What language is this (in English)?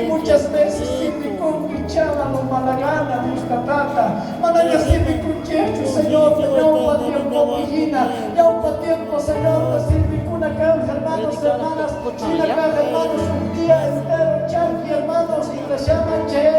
South Bolivian Quechua